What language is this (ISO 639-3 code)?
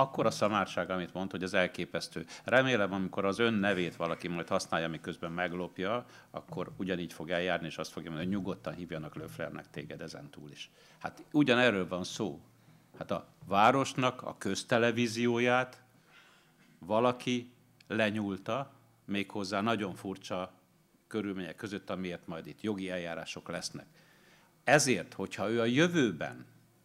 hun